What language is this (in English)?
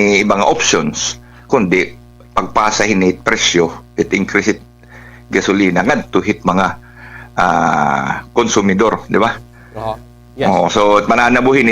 Waray